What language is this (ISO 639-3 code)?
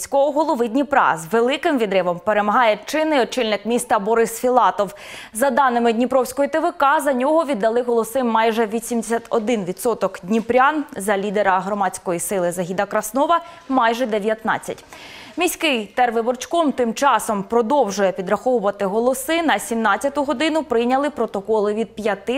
ukr